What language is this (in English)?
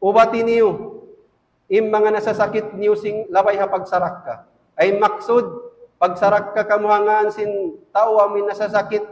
Tausug